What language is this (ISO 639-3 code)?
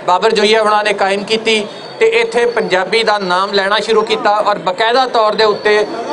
lah